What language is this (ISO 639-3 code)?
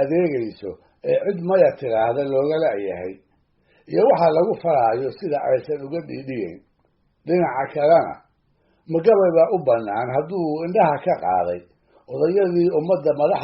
som